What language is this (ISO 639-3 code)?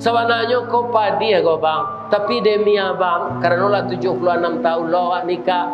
min